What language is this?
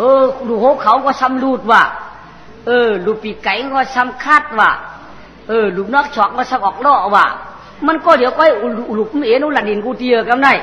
Shan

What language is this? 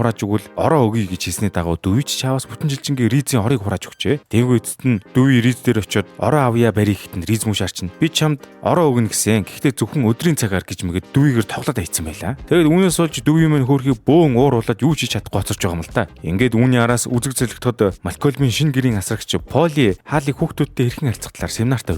Mongolian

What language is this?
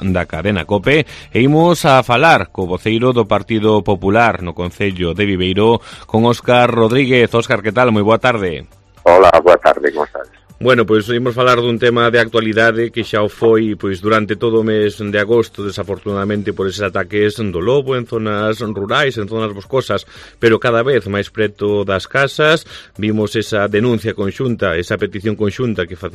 Galician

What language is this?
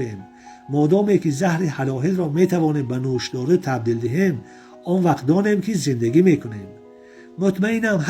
Tajik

